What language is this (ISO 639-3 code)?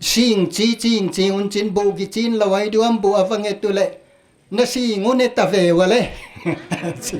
pck